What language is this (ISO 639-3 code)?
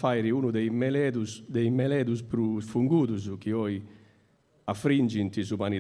srd